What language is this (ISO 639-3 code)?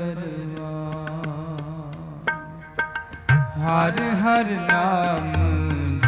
pan